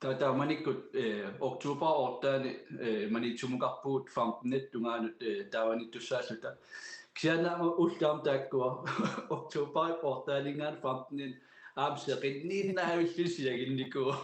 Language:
Kalaallisut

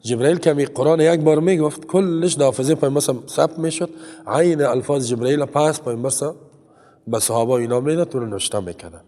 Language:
Persian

